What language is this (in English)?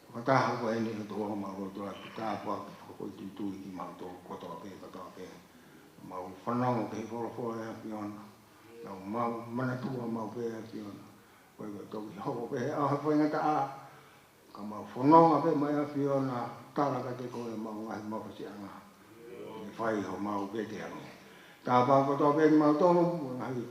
Tongan